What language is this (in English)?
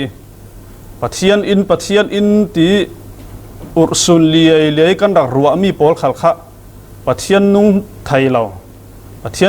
Falam Chin